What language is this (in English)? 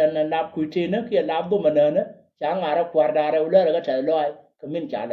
Nuer